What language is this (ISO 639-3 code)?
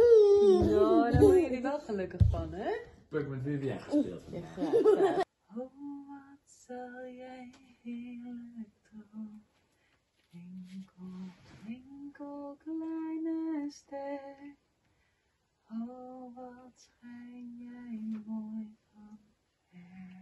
nld